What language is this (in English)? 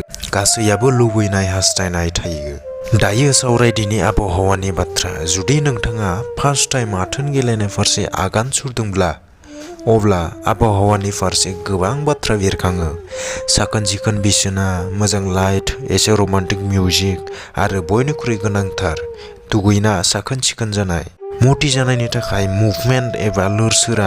Bodo